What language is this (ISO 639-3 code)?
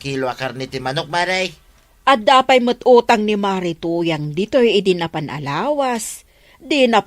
ilo